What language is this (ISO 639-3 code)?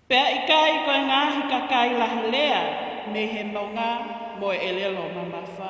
ton